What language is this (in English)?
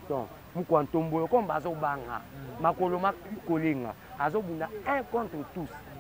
Lingala